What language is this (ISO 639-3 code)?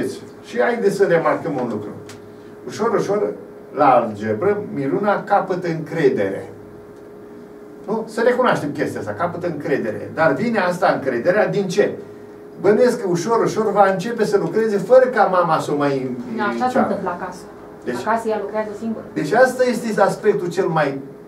ron